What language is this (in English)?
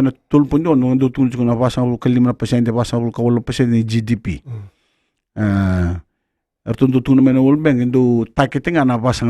Fijian